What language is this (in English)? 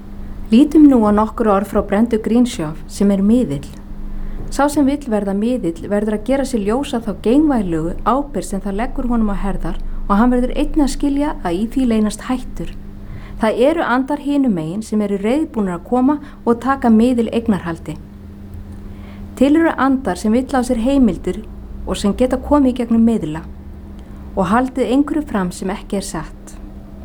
Icelandic